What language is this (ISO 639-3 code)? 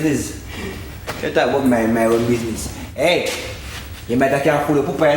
jam